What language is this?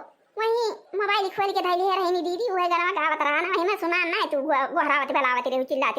Awadhi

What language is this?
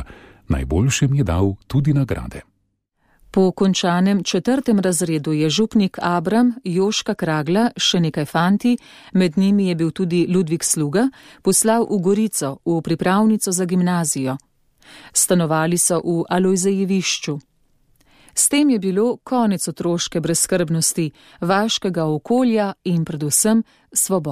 Slovenian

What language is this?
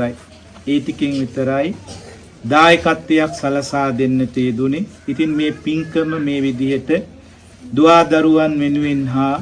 Sinhala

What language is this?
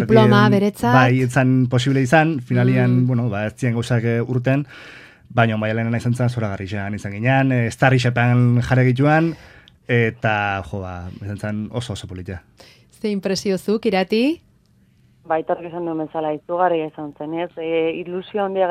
Basque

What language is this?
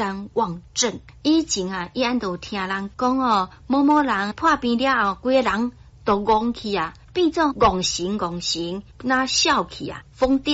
Min Nan Chinese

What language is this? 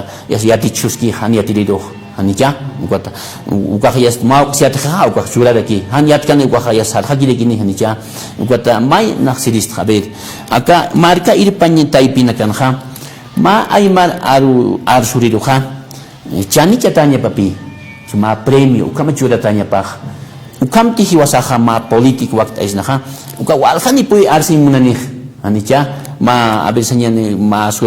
Aymara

